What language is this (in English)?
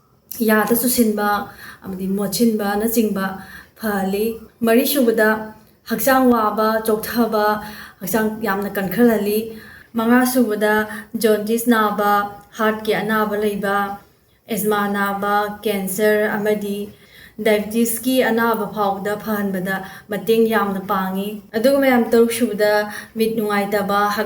Manipuri